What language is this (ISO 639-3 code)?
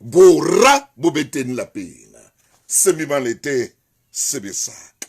sot